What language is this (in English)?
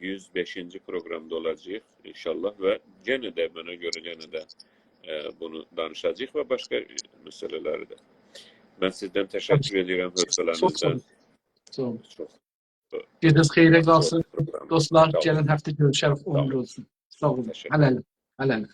South Azerbaijani